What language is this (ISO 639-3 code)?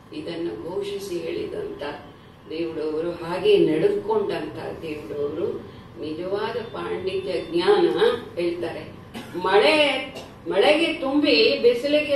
kan